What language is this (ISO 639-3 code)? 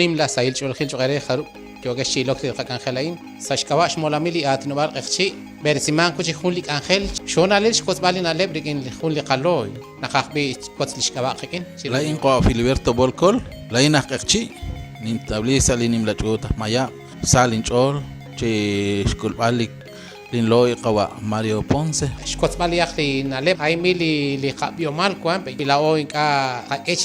kek